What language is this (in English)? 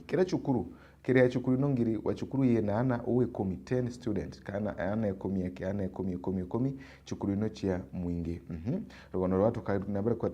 Meru